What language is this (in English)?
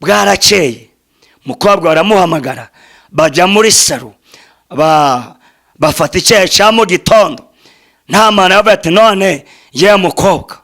Kinyarwanda